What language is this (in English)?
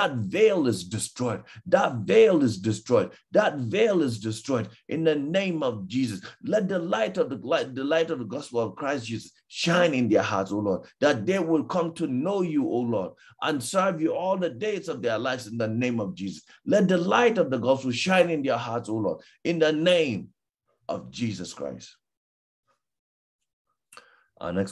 English